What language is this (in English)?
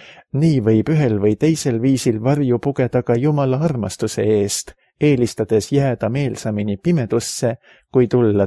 Estonian